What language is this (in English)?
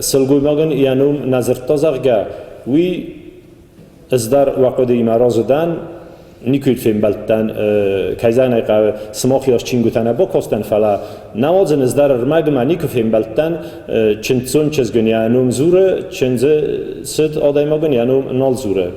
Ossetic